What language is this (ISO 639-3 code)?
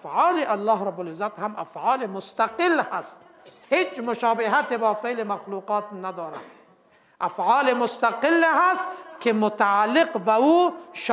fas